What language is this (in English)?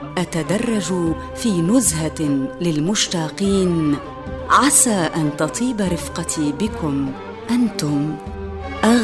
Tunisian Arabic